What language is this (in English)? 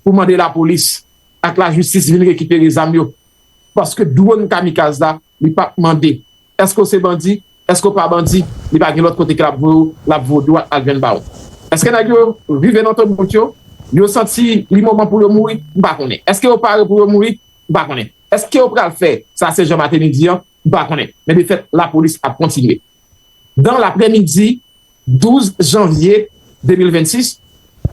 Haitian Creole